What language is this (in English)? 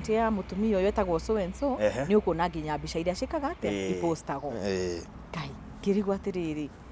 Kikuyu